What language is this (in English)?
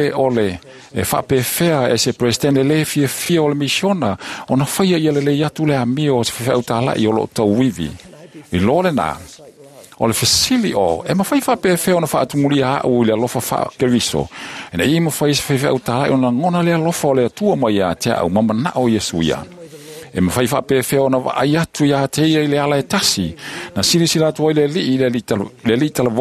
Samoan